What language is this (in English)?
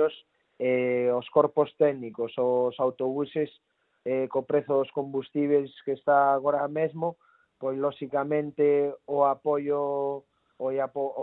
Galician